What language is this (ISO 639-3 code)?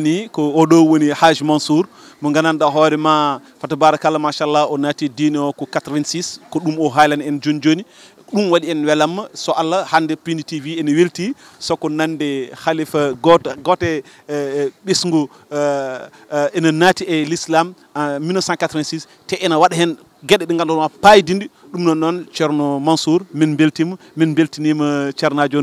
ful